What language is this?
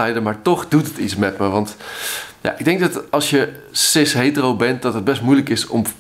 Dutch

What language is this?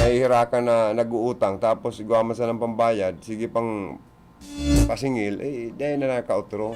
Bikol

